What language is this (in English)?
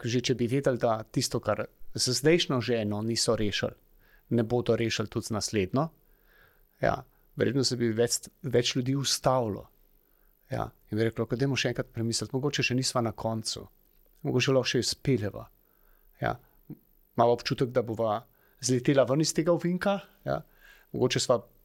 Slovenian